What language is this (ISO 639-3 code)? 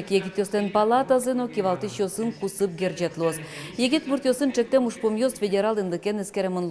udm